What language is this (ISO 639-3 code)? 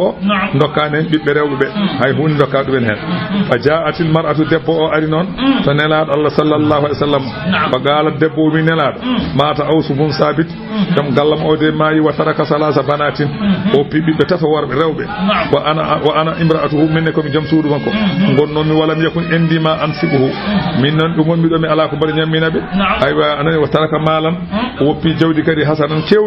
ful